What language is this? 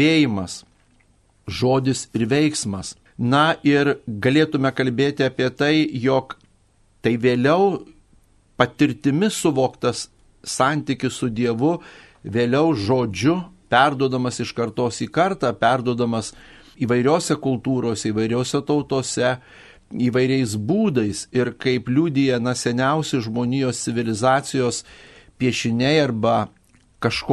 Lithuanian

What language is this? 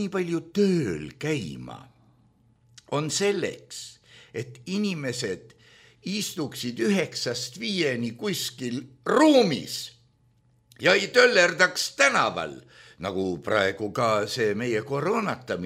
Estonian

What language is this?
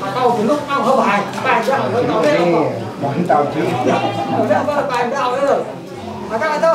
Central Mnong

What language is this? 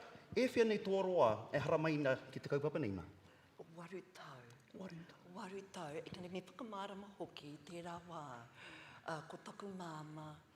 Māori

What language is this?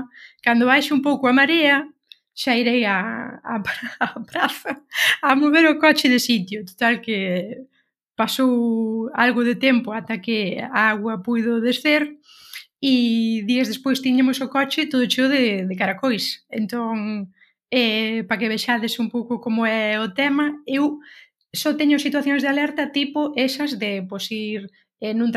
Galician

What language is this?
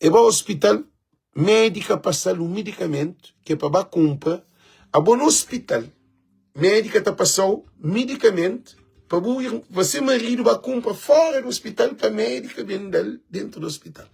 Kabuverdianu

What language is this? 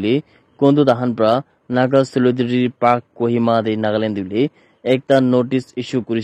Naga Pidgin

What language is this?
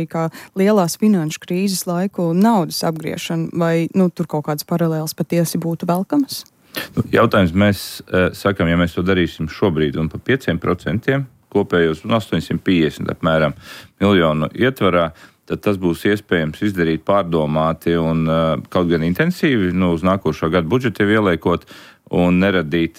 Latvian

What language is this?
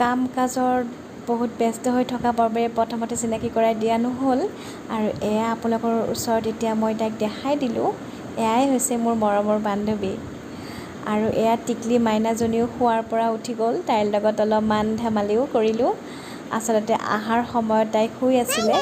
Assamese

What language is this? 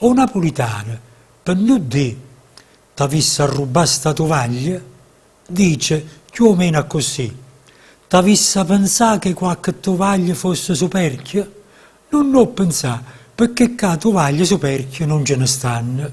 Neapolitan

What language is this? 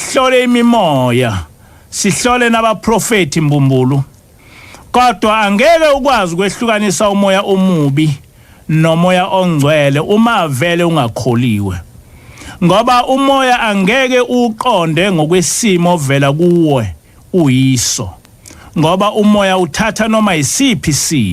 Zulu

